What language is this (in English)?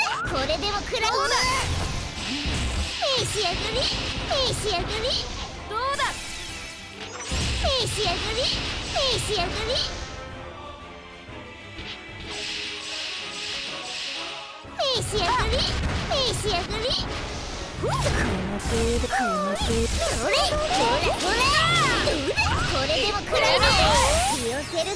Japanese